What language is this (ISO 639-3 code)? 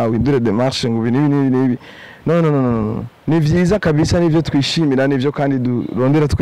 run